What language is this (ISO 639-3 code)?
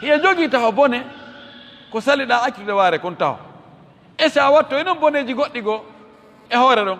ful